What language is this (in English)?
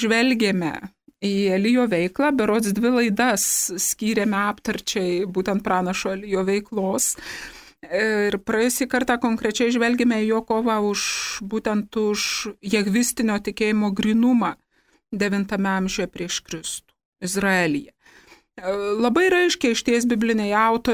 Lithuanian